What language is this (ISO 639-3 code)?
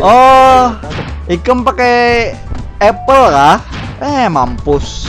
bjn